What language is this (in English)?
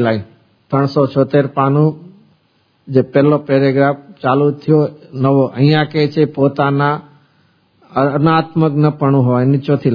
Gujarati